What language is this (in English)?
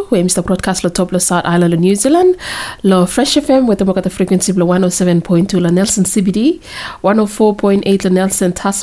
Bislama